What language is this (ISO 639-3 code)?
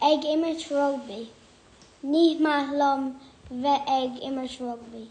gle